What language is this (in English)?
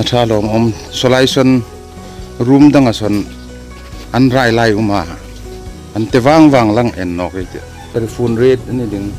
Hmar